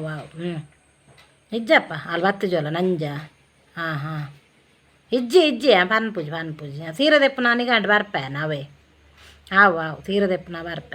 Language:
Tulu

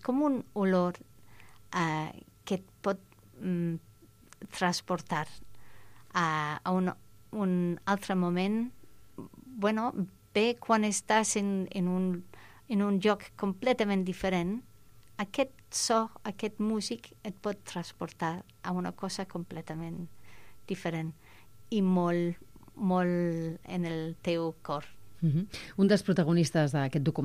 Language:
Catalan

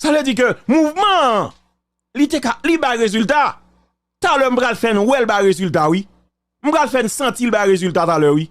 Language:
Haitian Creole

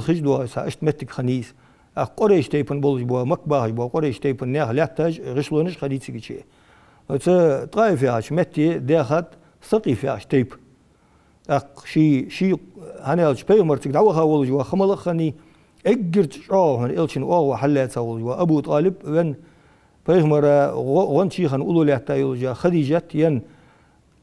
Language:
Ingush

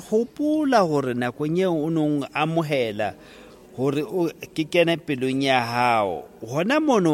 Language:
Southern Sotho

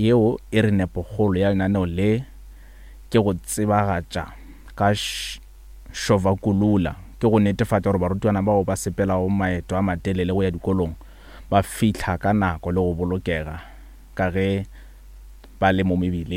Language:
Northern Sotho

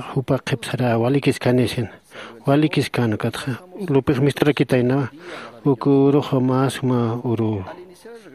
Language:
Aymara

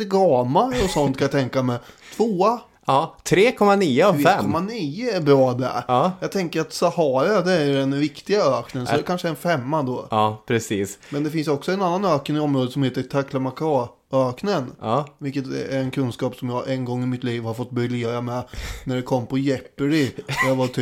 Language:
Swedish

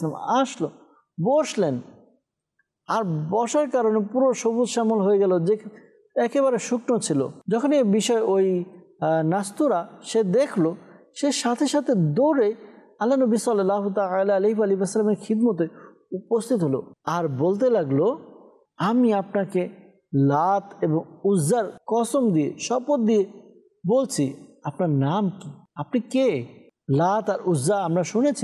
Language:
Bangla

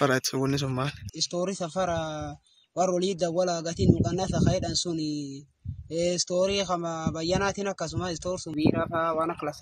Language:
Oromo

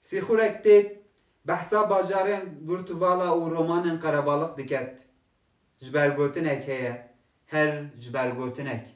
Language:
Kurdish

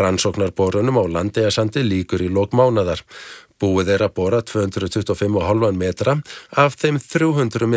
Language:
Icelandic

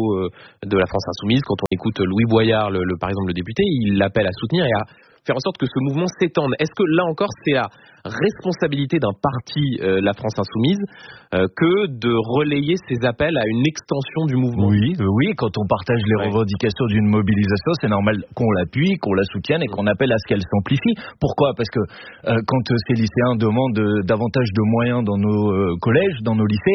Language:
French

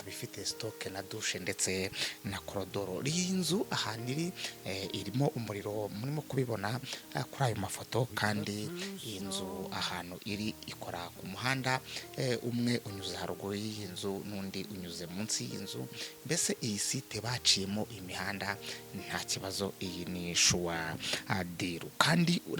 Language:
Kinyarwanda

